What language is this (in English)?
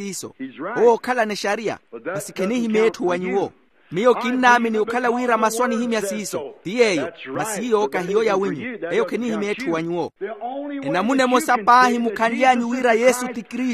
Makhuwa